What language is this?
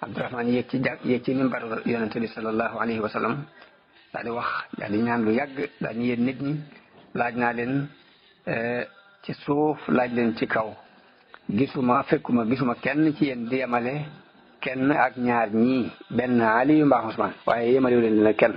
Wolof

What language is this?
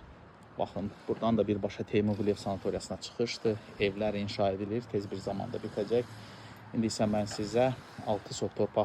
Azerbaijani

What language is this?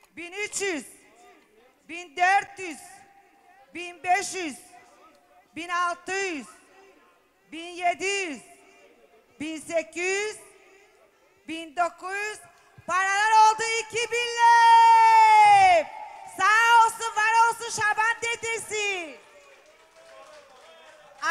Turkish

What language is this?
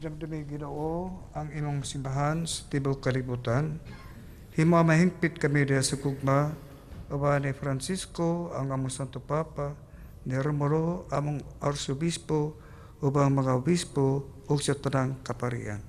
Cebuano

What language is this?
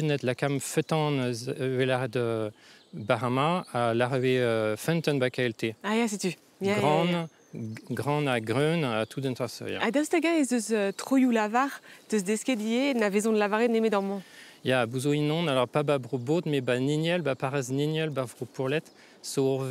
Breton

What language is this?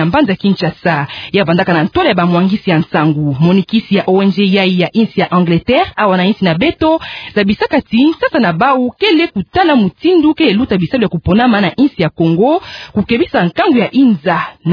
Kituba (Democratic Republic of Congo)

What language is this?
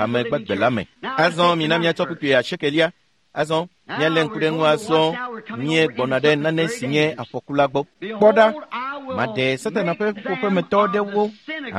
Ewe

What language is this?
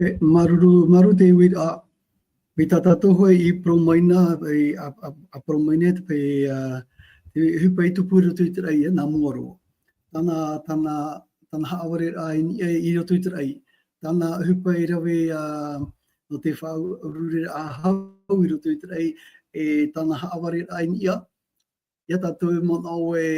Tahitian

